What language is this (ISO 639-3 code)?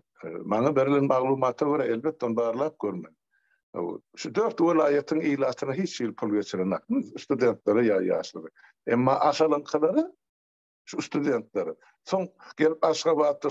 tuk